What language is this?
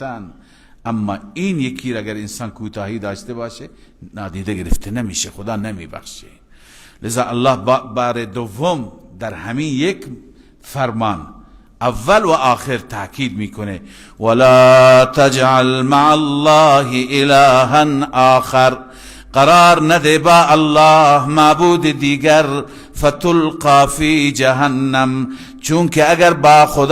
Persian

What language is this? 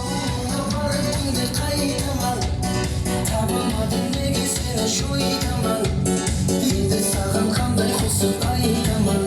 Kara-Kalpak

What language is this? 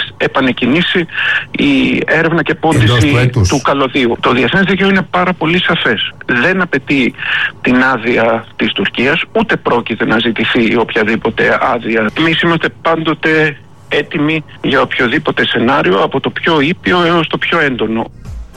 Greek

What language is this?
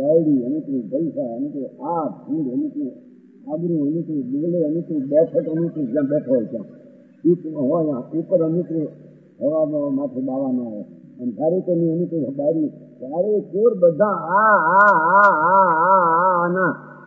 Gujarati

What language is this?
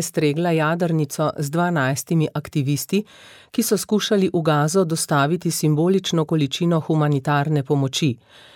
Slovenian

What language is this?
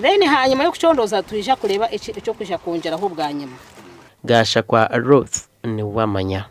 Nyankole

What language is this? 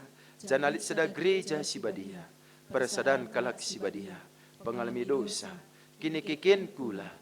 Batak Karo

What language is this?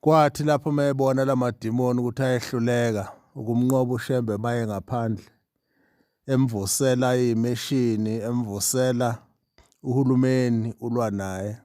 Zulu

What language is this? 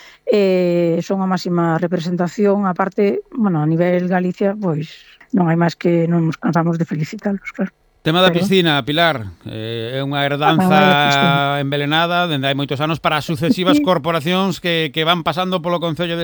Galician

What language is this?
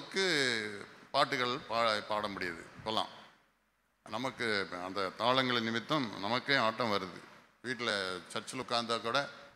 Tamil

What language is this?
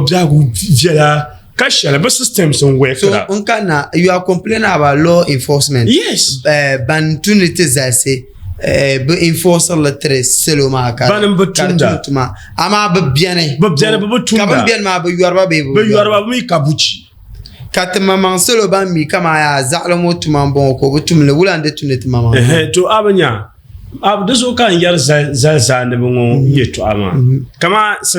Dagbani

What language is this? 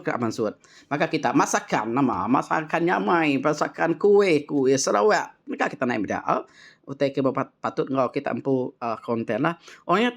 Iban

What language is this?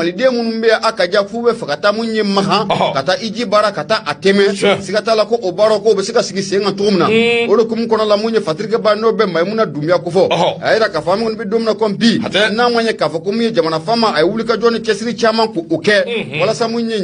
Bambara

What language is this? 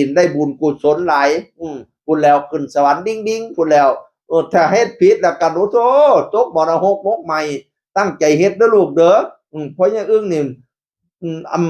Northeastern Thai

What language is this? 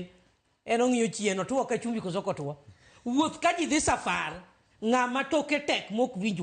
Luo (Kenya and Tanzania)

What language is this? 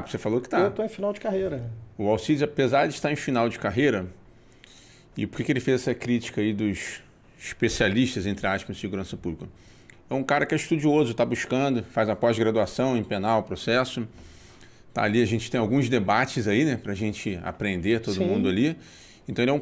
Portuguese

